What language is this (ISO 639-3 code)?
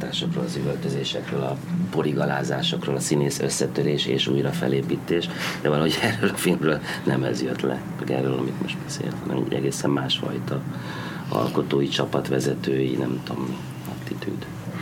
hun